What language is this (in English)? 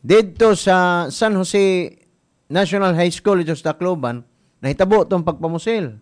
Cebuano